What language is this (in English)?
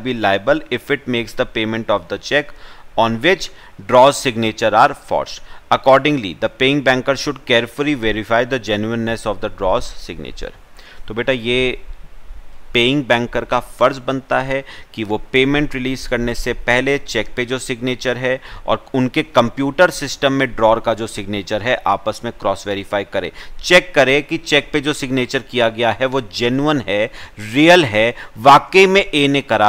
Hindi